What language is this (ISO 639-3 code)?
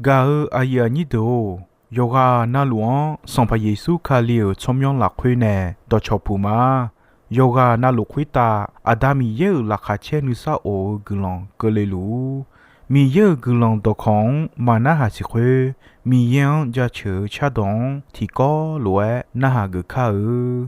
ahk